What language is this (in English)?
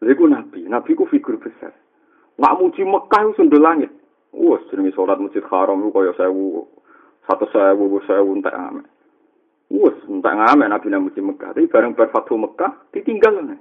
Javanese